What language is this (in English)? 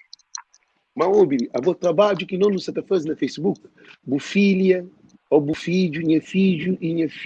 Kabuverdianu